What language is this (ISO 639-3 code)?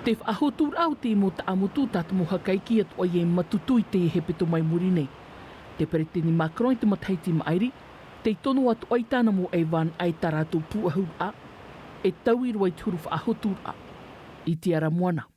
tah